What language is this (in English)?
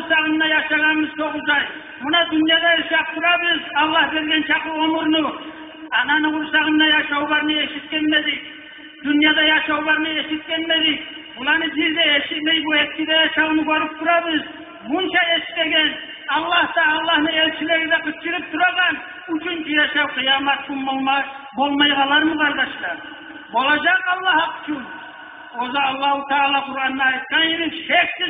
Kumyk